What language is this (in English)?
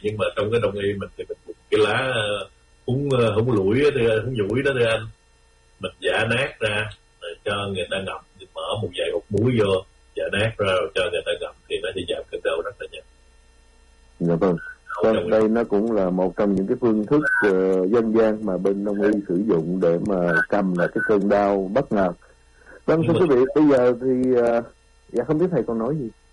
Vietnamese